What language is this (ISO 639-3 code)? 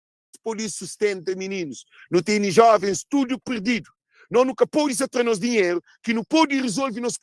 kea